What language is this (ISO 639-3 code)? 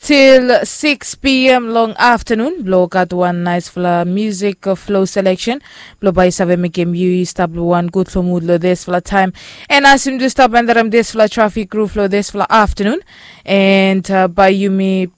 bis